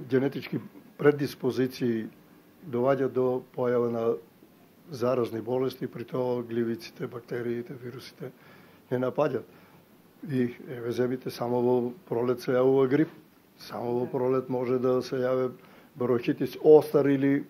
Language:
Macedonian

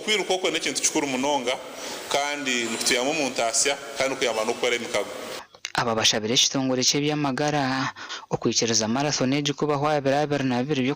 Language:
Nyankole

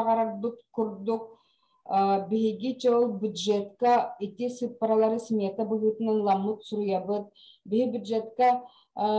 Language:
Yakut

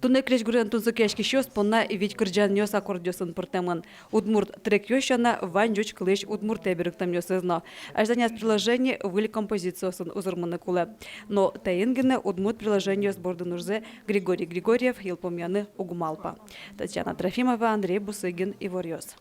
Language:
Udmurt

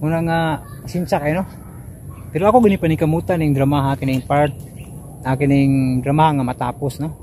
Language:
Cebuano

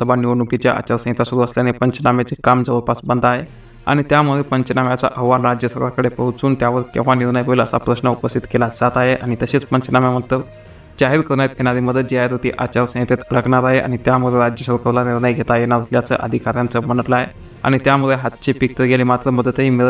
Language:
Marathi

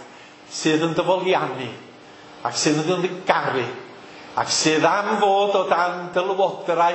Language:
Welsh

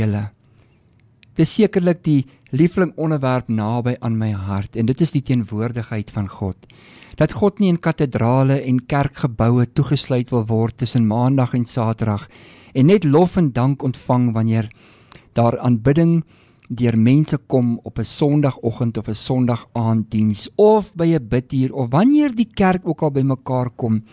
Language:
Afrikaans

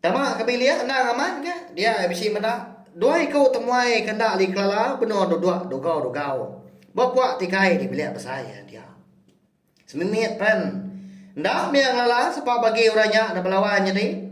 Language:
Iban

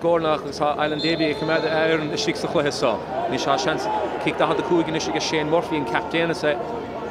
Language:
Irish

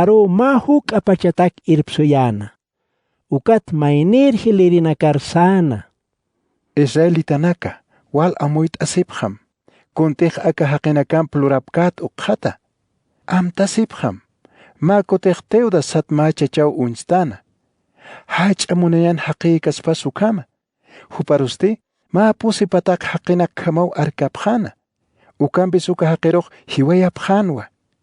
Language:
Aymara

